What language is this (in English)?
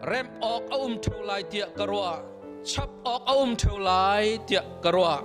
Hakha Chin